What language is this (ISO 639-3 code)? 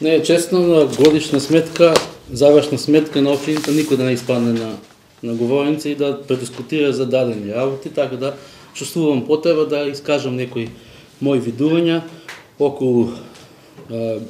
mkd